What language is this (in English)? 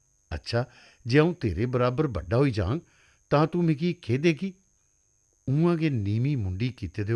Dogri